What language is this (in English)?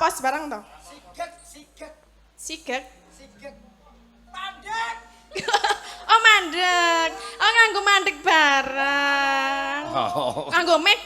Javanese